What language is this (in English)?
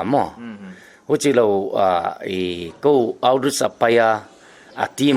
Paite Chin